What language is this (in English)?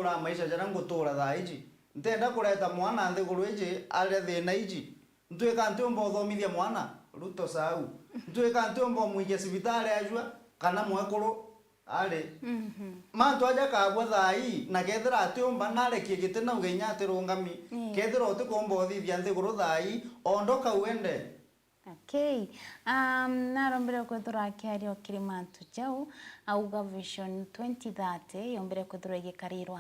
Meru